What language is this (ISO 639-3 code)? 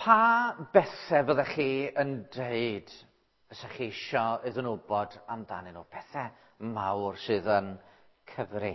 cym